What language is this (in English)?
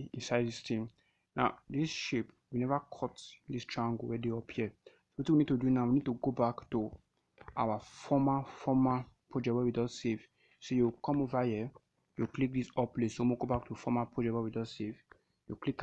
Nigerian Pidgin